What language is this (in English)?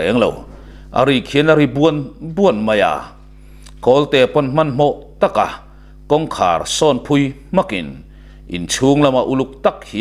Mizo